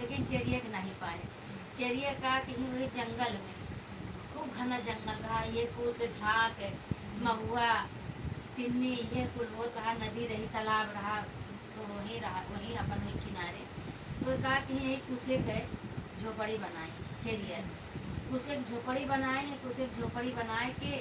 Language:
Awadhi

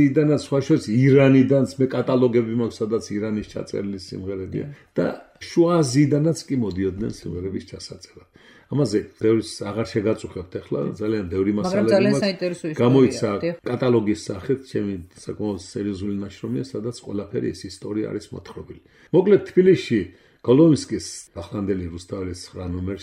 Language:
Georgian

